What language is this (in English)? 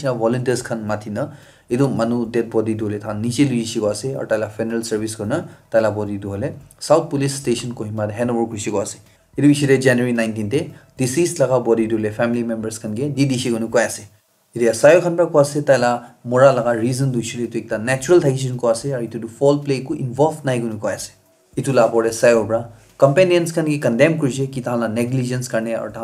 Naga Pidgin